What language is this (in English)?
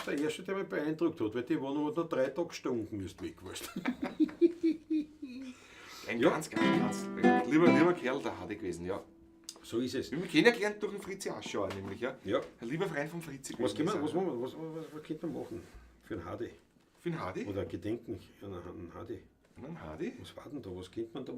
Bavarian